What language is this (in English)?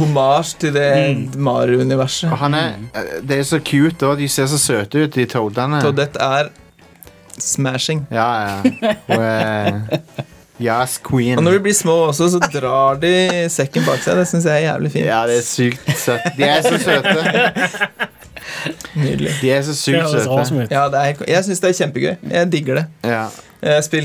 Norwegian